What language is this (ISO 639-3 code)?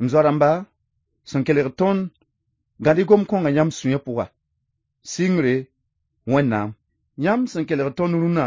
mos